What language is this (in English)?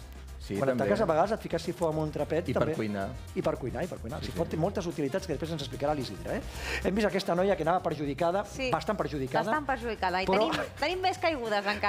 Catalan